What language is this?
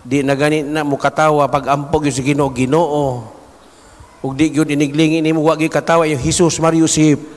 Cebuano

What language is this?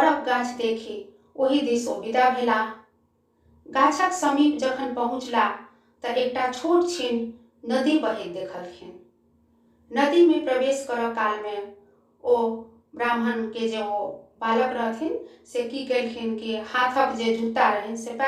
Maithili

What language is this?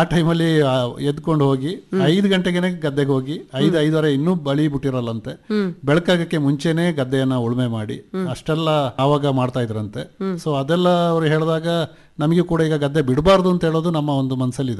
Kannada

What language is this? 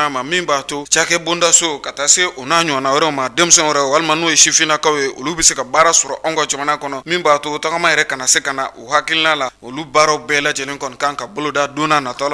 Bambara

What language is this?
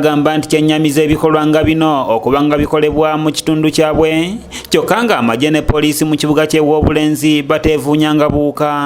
Ganda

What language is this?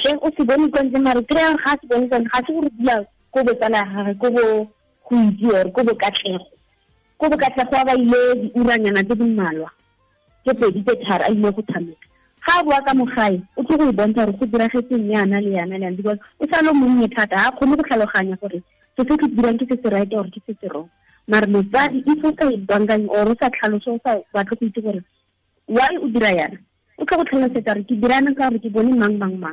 Tswana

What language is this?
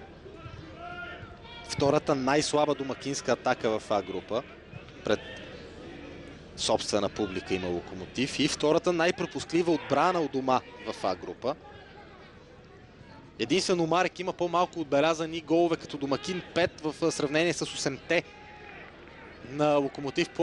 Bulgarian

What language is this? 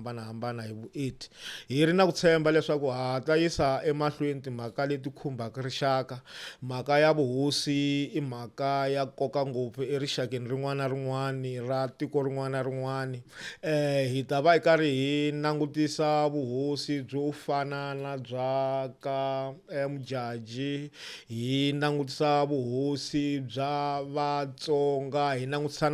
Tsonga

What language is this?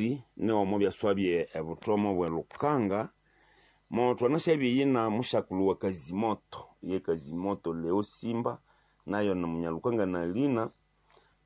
Nande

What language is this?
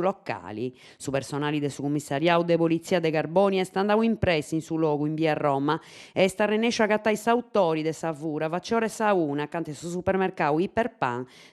Sardinian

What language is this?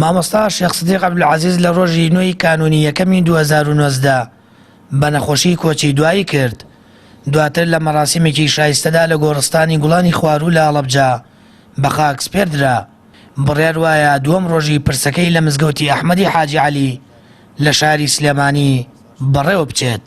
Central Kurdish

